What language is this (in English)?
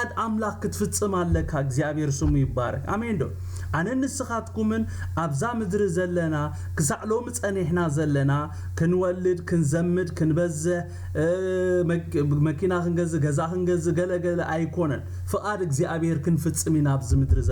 Tigrinya